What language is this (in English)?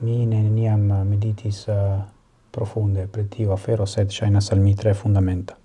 Esperanto